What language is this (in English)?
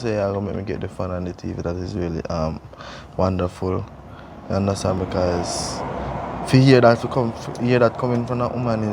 Jamaican Creole English